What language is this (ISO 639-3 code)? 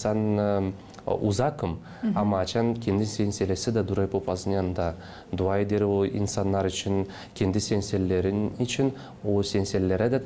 gag